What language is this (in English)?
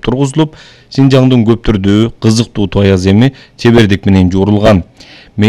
Kyrgyz